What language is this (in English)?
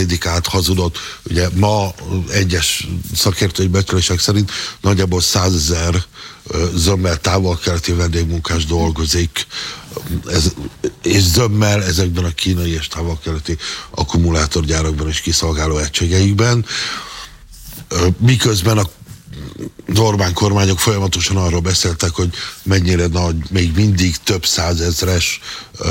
Hungarian